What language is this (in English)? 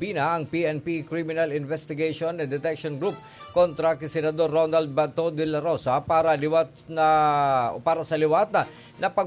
Bikol